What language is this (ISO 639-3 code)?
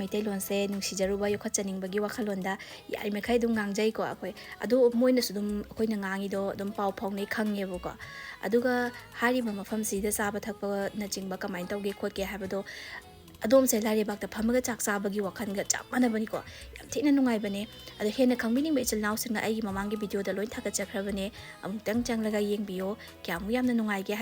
mni